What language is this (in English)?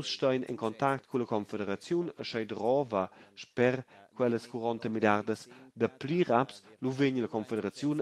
Romansh